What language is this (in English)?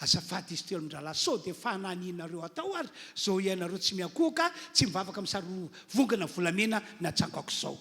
Malagasy